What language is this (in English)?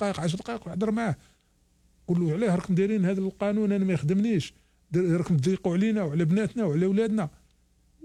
Algerian Arabic